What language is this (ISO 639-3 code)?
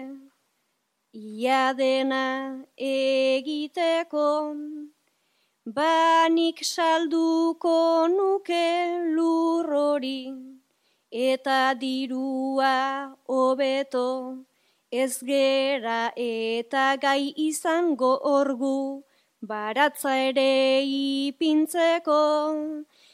eus